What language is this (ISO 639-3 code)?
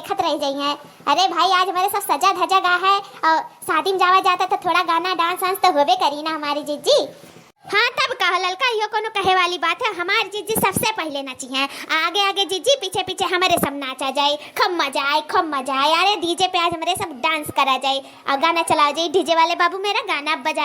awa